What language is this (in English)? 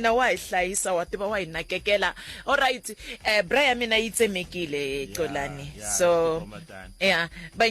Tsonga